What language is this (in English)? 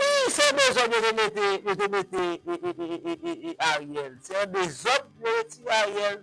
Haitian Creole